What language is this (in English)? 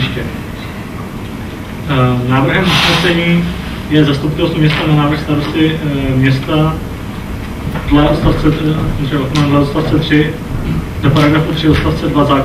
Czech